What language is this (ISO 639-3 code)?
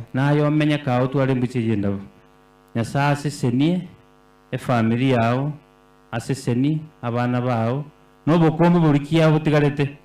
guz